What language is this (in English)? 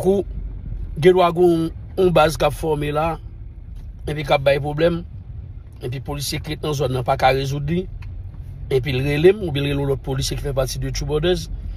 Haitian Creole